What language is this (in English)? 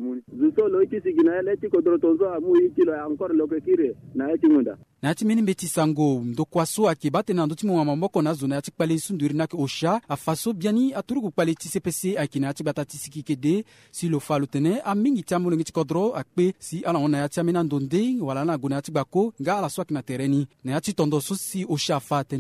Sango